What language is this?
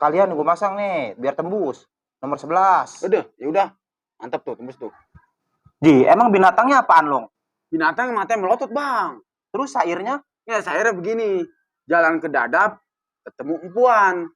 Betawi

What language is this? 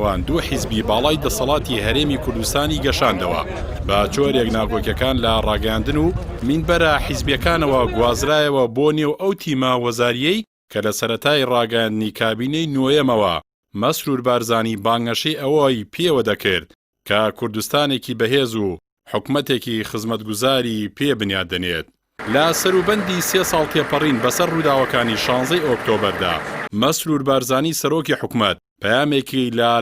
Central Kurdish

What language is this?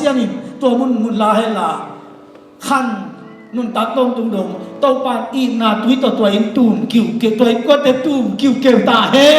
Tedim Chin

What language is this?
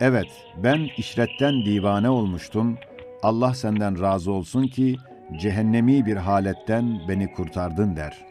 Ottoman Turkish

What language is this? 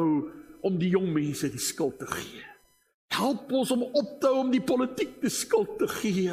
Afrikaans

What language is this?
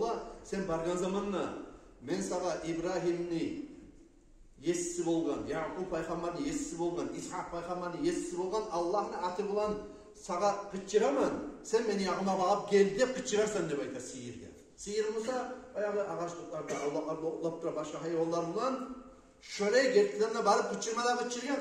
Kumyk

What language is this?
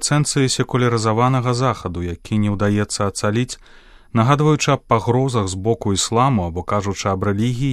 Belarusian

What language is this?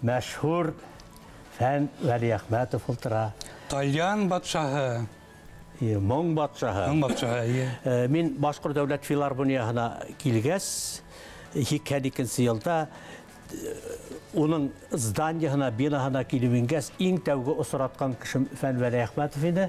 Bashkir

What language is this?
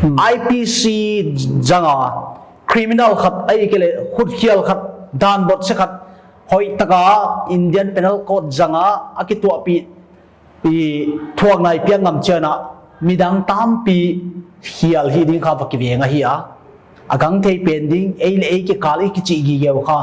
Paite Chin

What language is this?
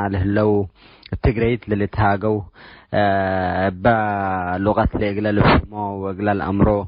Tigre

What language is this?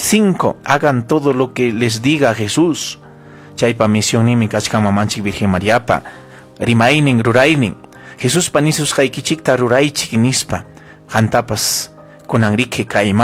Ayacucho Quechua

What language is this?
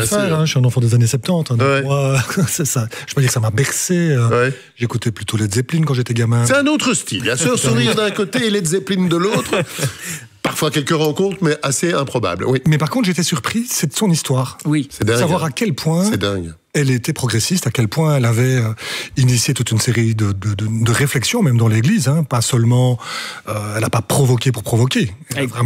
French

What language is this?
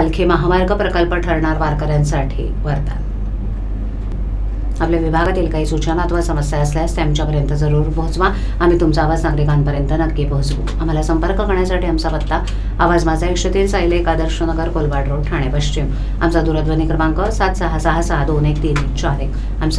Marathi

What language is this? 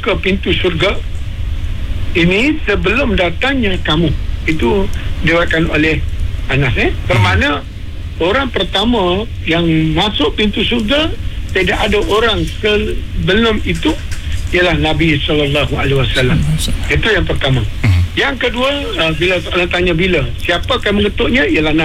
Malay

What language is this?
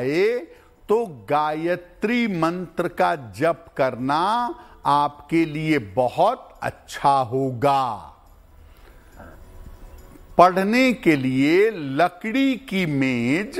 Hindi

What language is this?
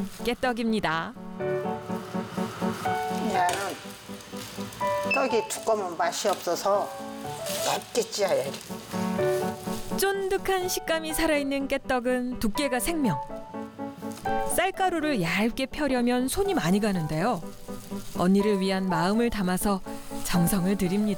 Korean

